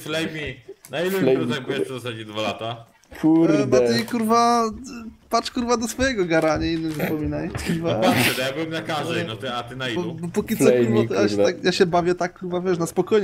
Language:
Polish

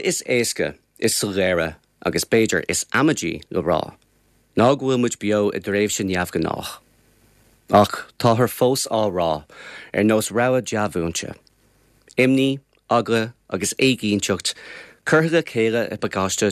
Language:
Irish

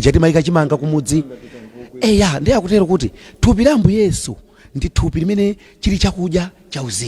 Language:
Nyanja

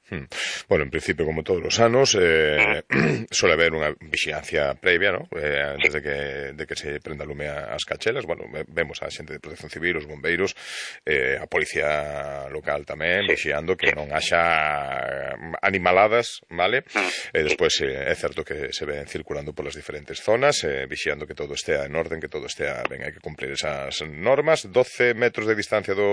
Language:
Galician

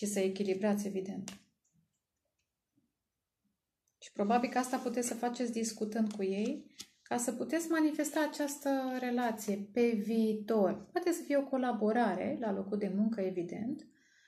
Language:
Romanian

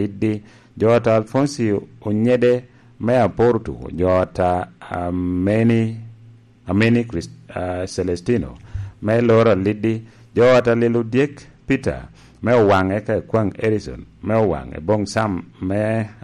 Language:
Lango (Uganda)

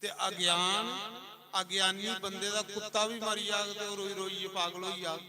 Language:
Dogri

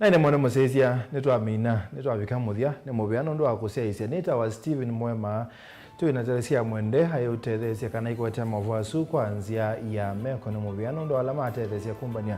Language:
Kamba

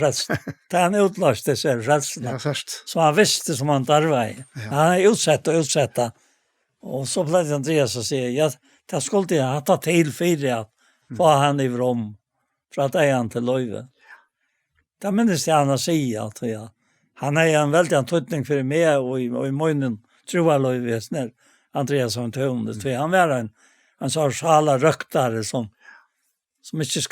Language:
Faroese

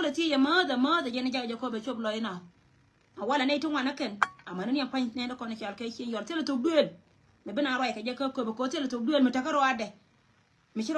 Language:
Nuer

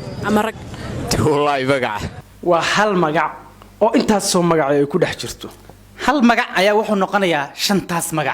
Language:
Somali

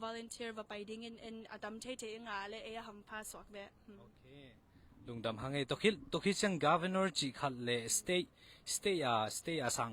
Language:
Tedim Chin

